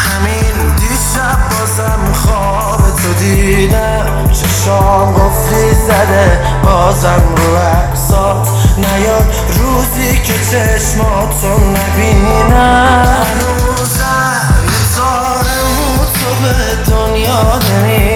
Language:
Persian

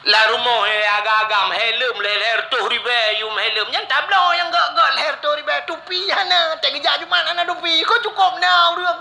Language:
Achinese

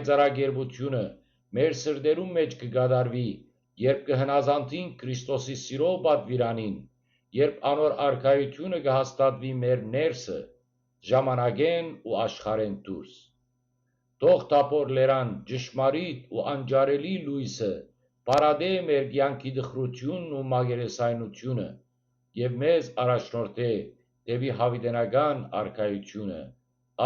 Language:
Western Armenian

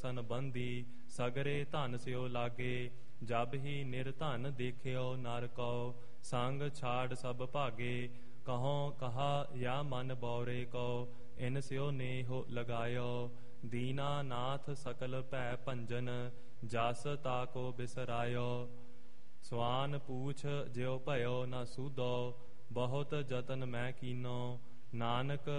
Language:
Punjabi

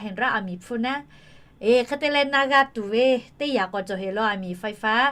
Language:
Lahu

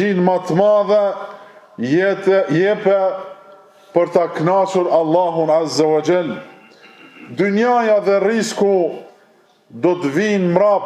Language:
Albanian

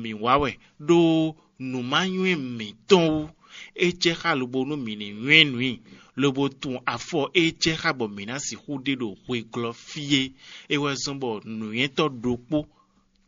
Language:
Fon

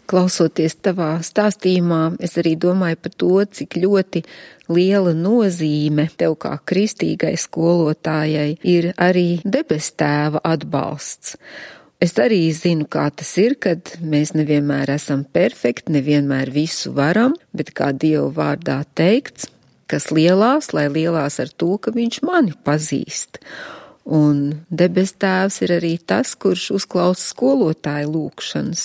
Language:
Latvian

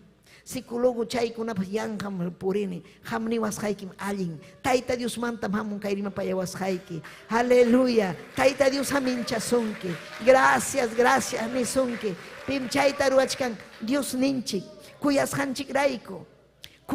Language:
Ayacucho Quechua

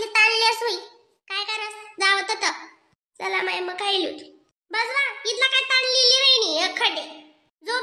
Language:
Khandesi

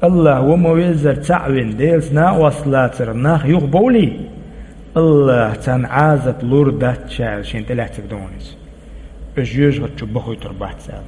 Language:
Chechen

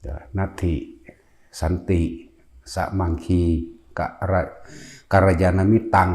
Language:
Northeastern Thai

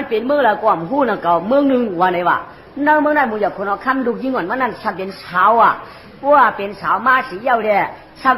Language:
Shan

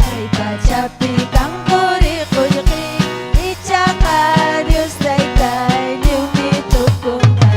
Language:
Ayacucho Quechua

